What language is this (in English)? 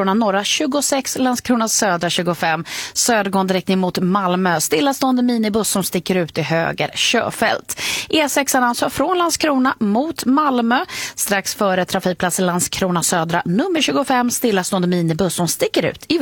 Swedish